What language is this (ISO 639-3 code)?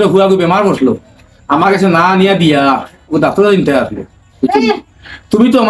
syl